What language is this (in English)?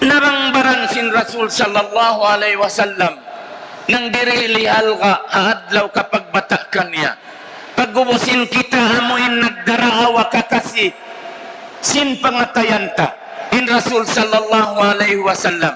Tausug